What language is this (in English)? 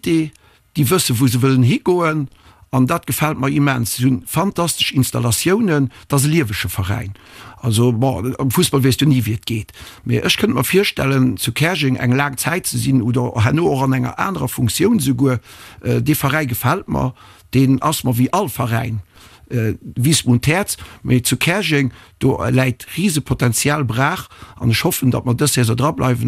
Luxembourgish